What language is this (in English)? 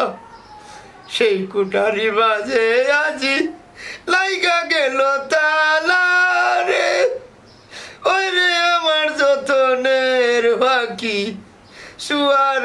Sylheti